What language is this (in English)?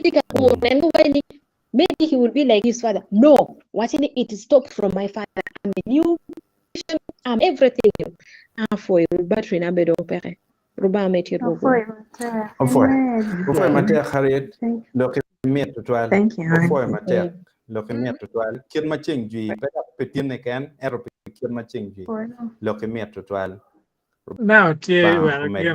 Acoli